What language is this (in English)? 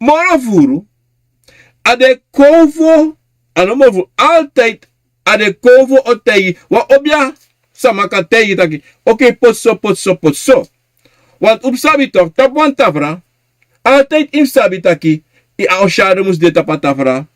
Sranan Tongo